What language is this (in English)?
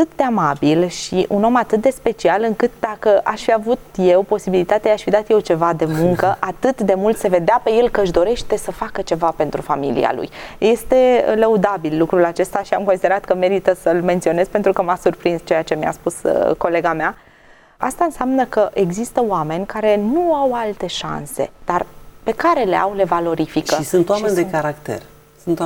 Romanian